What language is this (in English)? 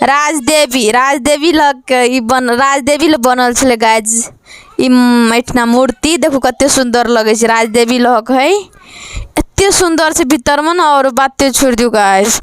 Maithili